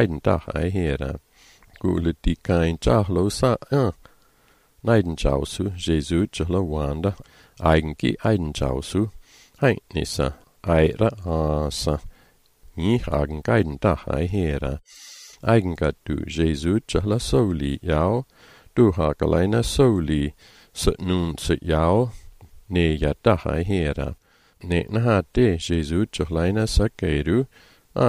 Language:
Malagasy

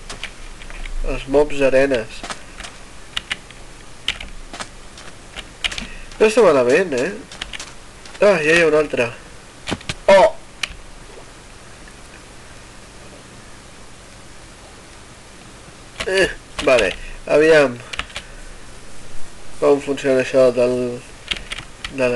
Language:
Catalan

